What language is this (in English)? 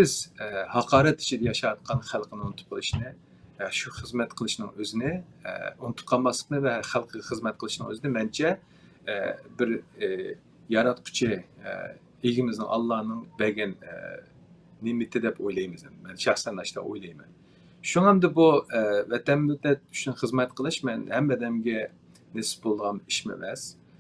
Uyghur